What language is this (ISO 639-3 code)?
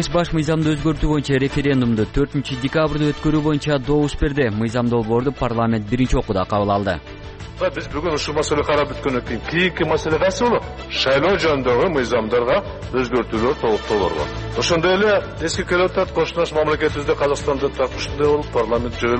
kir